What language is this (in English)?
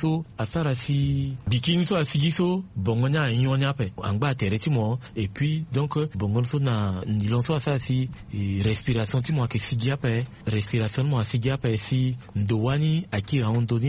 Sango